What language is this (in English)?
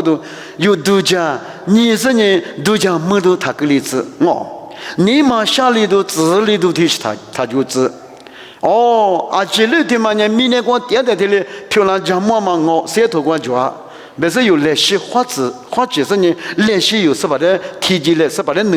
Lisu